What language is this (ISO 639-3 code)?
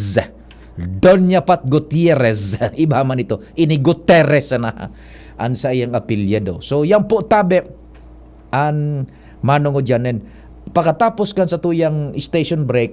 bik